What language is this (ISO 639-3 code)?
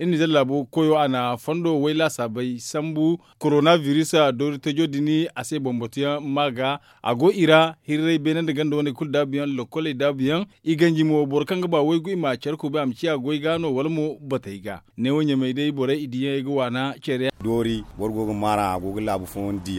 dje